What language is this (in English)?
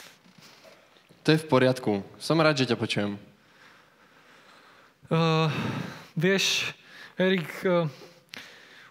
Slovak